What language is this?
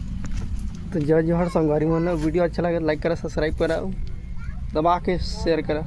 Chhattisgarhi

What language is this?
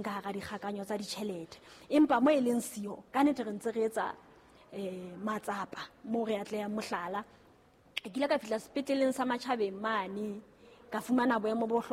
Southern Sotho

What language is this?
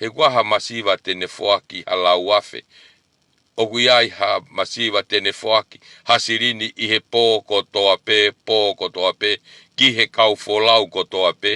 Tongan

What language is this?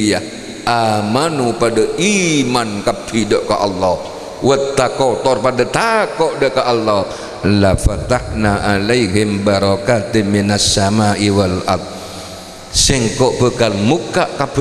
Madurese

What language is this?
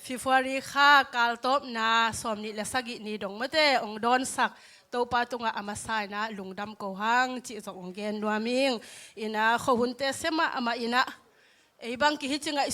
Tedim Chin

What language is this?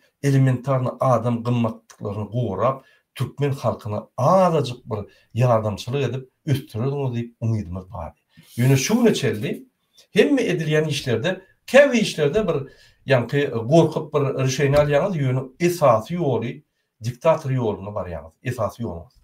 Turkmen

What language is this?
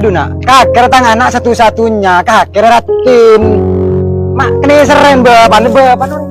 Madurese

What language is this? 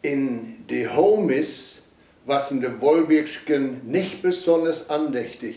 Westphalien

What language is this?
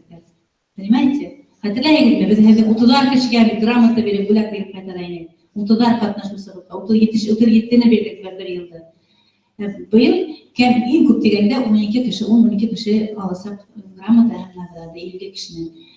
Bashkir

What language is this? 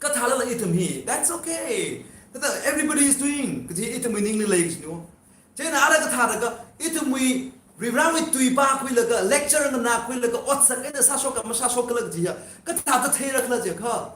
Tangkhul Naga (India)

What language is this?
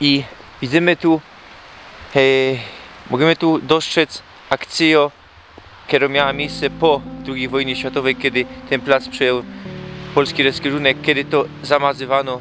Silesian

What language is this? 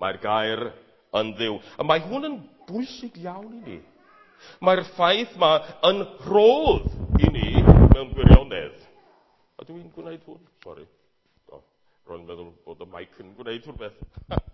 Welsh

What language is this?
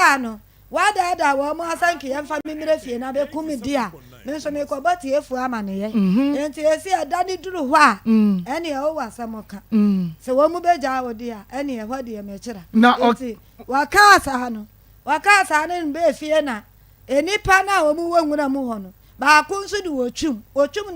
Akan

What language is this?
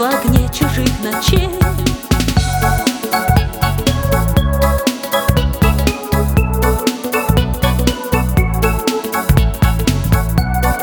Russian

